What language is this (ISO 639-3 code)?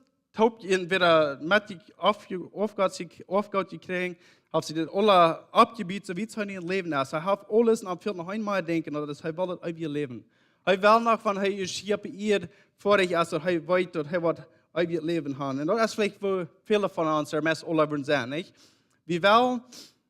pdt